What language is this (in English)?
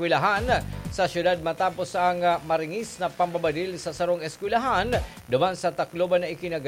Bikol